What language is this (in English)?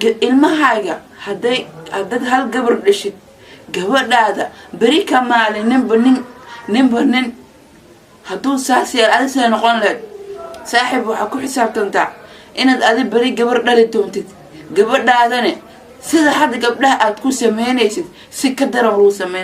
Somali